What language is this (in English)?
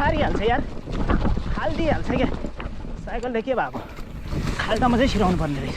Nepali